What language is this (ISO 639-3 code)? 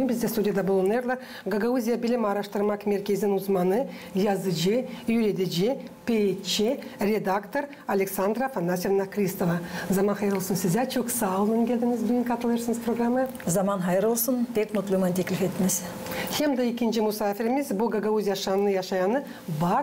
gag